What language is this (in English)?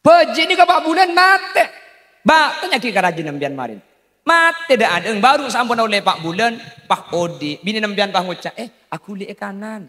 Madurese